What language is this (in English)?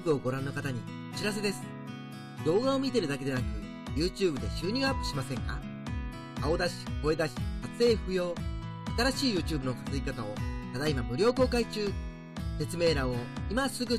Japanese